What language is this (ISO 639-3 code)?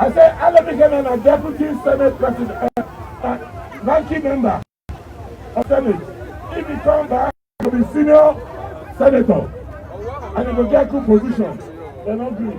pcm